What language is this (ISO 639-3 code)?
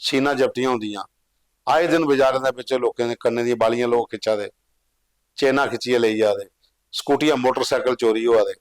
doi